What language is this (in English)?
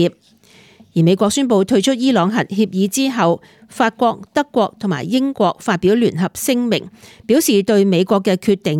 Cantonese